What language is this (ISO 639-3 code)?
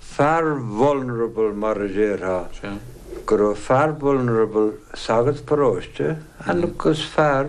gle